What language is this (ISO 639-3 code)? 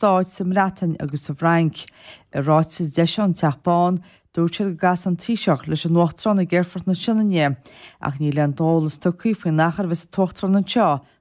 gle